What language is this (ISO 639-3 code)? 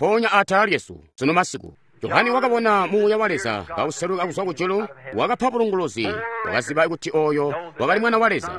toi